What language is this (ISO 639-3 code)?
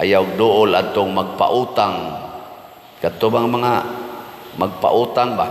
ceb